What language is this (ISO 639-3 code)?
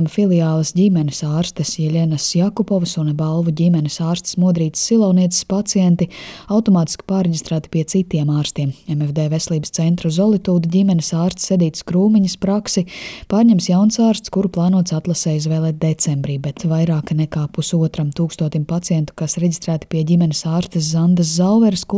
lav